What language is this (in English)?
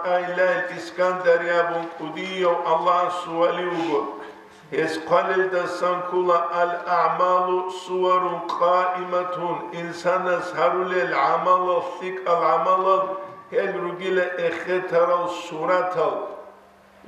Avaric